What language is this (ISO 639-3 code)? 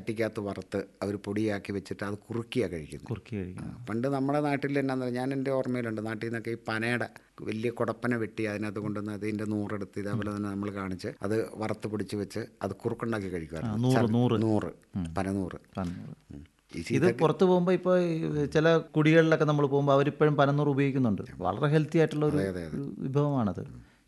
mal